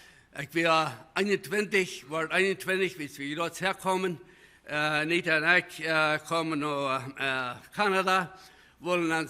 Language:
Plautdietsch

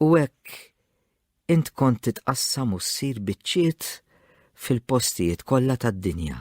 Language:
Maltese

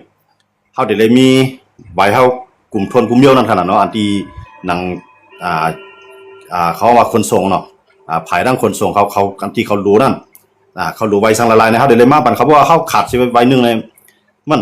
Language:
Shan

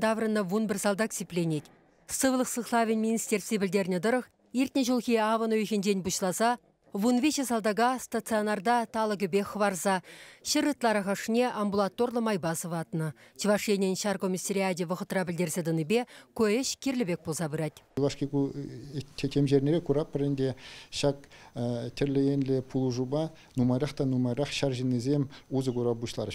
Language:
Chuvash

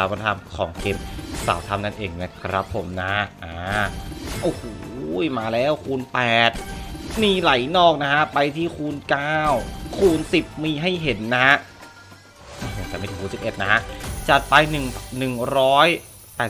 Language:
Thai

